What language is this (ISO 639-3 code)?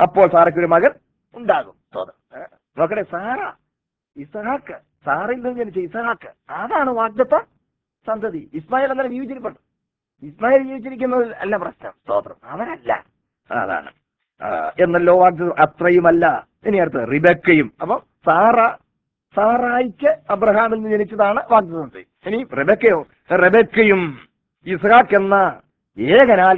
mal